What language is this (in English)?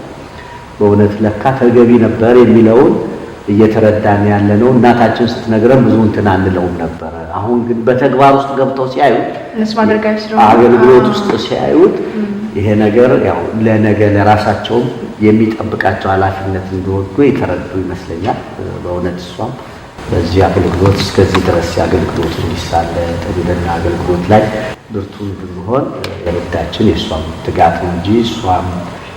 Amharic